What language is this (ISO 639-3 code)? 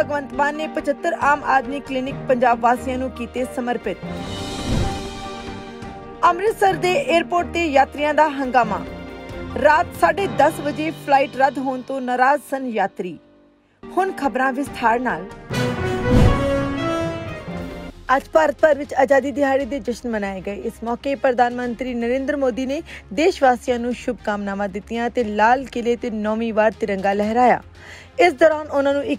pan